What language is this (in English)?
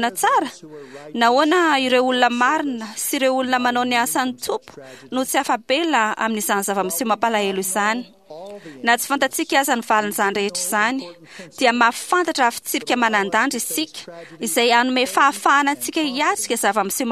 Malagasy